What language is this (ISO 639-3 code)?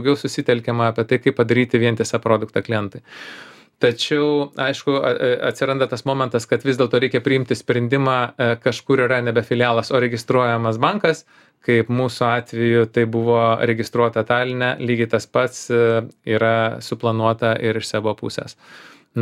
lit